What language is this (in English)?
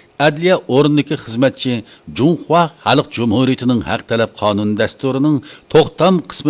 Uyghur